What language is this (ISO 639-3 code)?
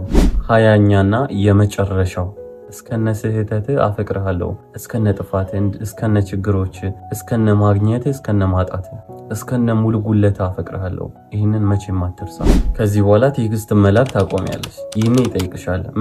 amh